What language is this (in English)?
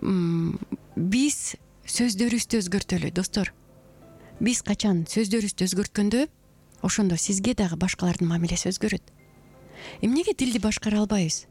Kyrgyz